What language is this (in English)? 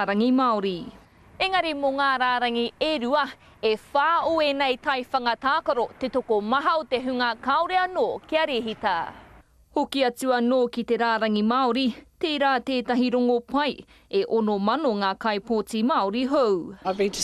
Māori